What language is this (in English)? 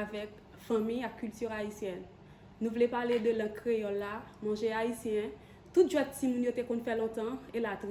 Haitian Creole